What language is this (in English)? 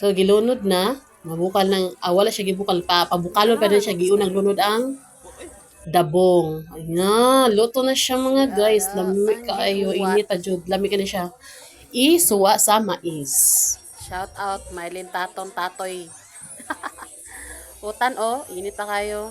Cebuano